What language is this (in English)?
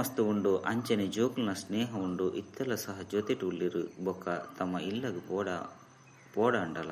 Tulu